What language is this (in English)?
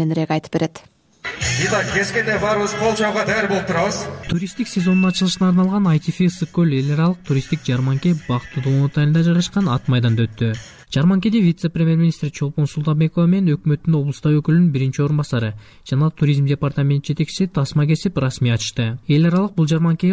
Kyrgyz